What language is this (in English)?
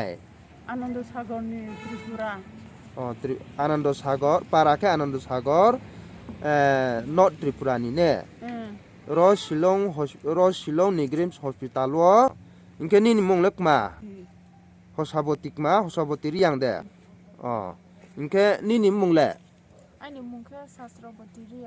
Riang (India)